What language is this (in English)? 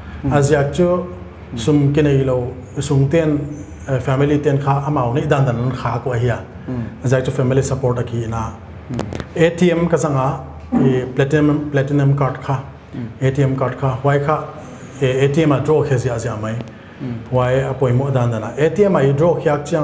Paite Chin